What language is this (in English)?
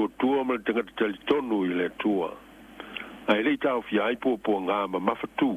Samoan